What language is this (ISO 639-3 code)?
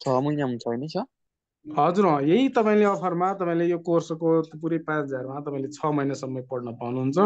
nep